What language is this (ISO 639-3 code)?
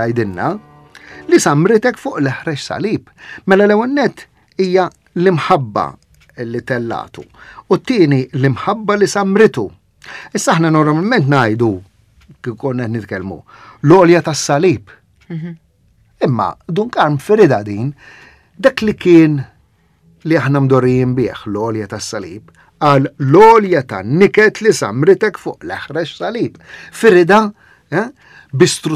mlt